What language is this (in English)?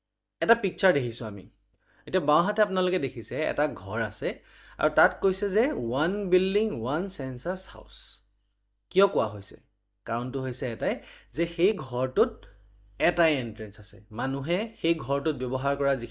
Assamese